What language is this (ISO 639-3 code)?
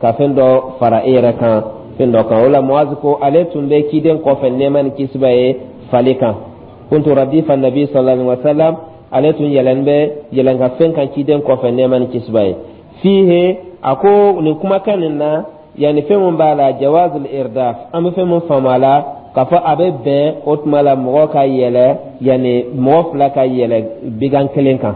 dyu